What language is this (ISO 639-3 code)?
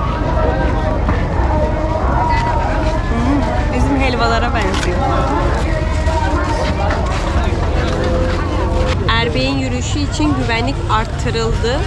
tur